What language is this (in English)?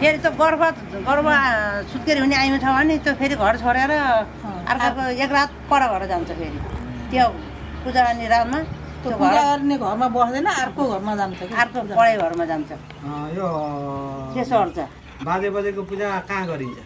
Nepali